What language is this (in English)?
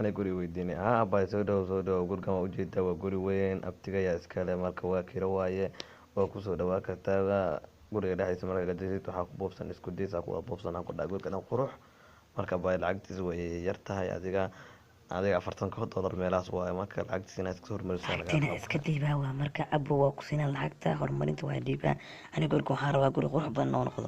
Somali